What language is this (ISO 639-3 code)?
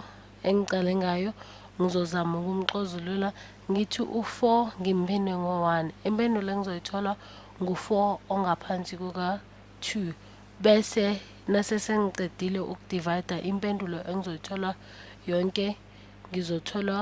zul